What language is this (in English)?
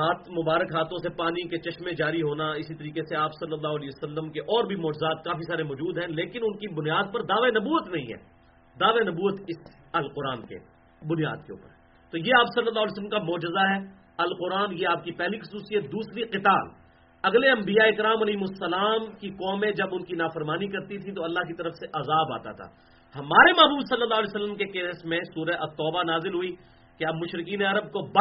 Urdu